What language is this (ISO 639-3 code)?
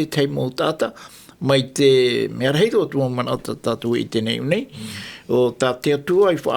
tah